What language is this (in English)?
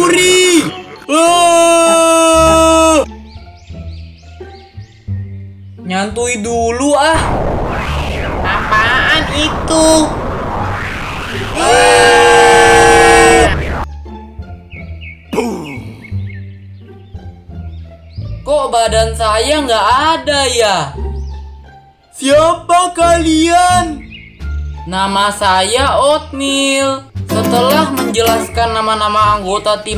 Indonesian